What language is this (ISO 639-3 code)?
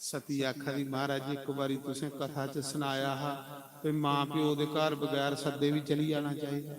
doi